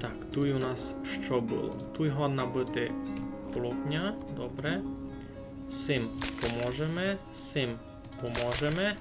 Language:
Rusyn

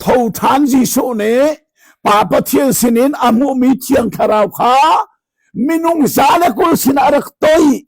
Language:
Hakha Chin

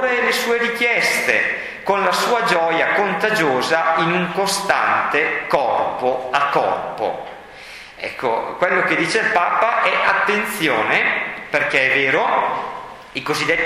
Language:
Italian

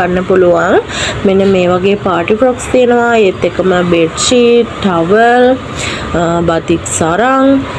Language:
Sinhala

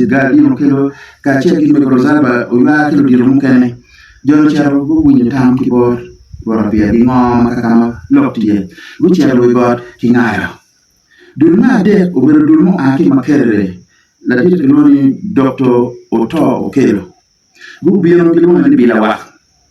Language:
Acoli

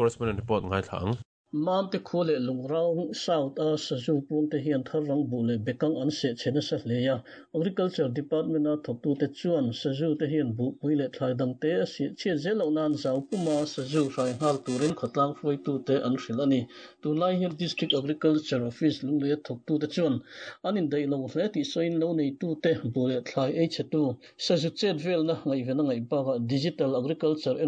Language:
Mizo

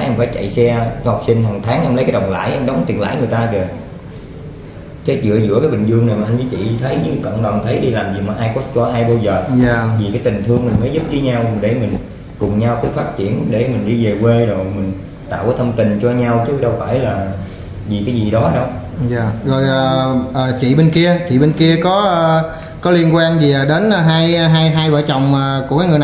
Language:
Vietnamese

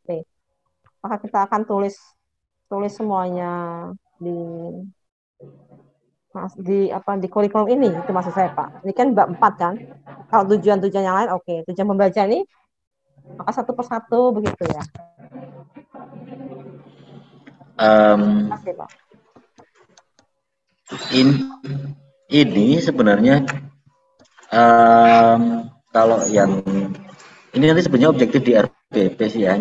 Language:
Indonesian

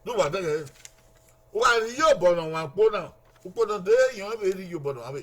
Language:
Bini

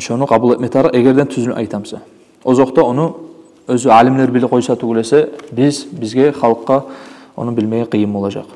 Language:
Kumyk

